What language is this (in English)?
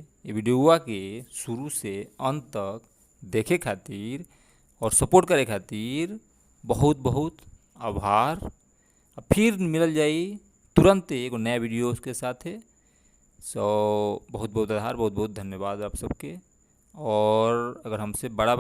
Bhojpuri